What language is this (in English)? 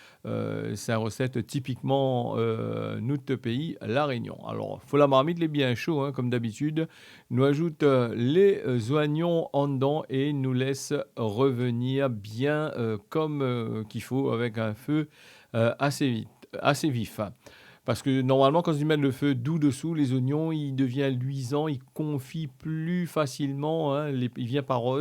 Réunion Creole French